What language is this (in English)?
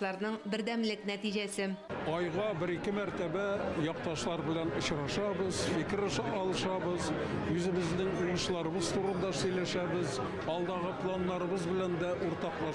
Tatar